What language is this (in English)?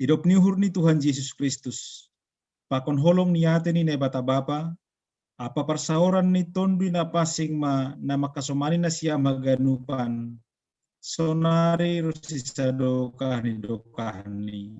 Batak Simalungun